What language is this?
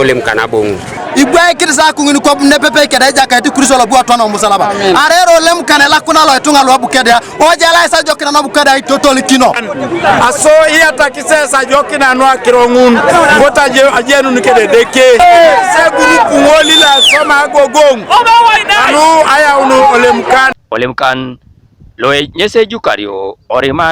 Teso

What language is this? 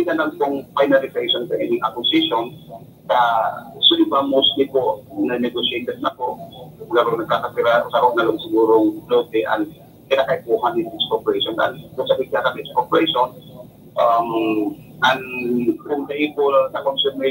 Bikol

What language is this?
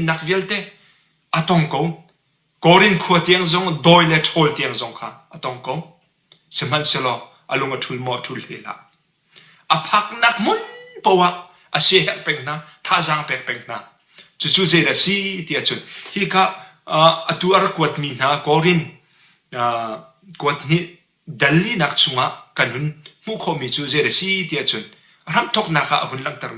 Hakha Chin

